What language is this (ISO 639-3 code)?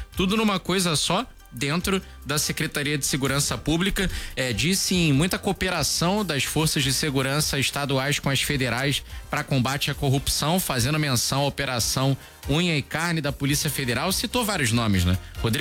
por